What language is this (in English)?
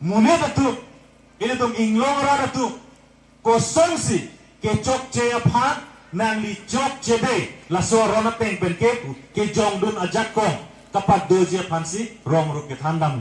Karbi